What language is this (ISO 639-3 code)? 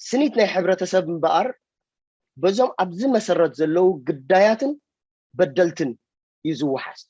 tir